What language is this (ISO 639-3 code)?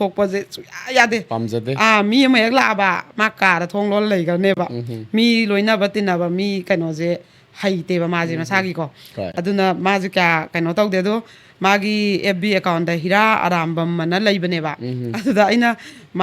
mni